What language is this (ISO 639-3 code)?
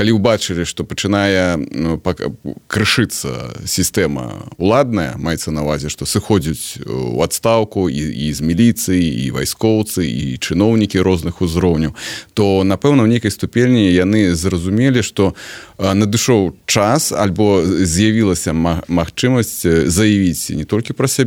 bel